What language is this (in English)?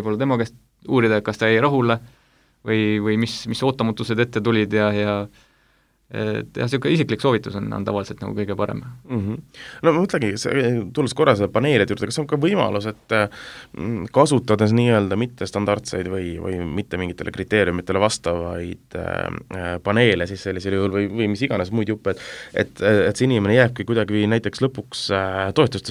Estonian